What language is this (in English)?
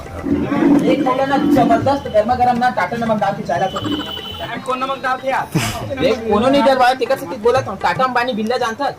Chhattisgarhi